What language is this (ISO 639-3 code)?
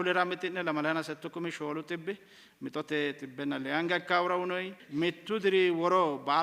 sid